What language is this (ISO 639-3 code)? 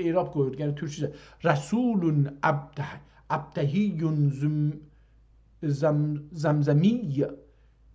azb